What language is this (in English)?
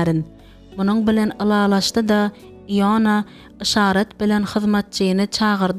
Turkmen